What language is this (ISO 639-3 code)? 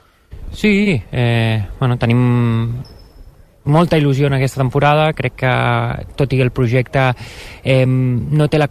cat